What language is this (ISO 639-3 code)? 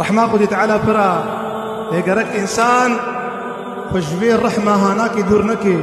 kur